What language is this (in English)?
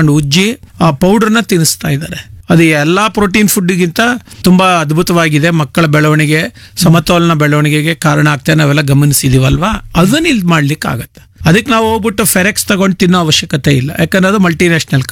Kannada